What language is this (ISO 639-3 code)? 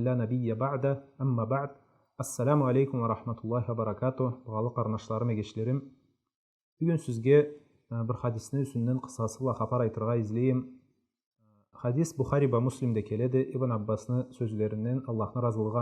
krc